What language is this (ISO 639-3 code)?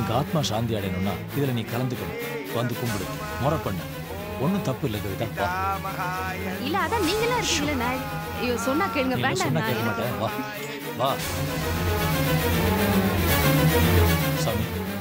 tam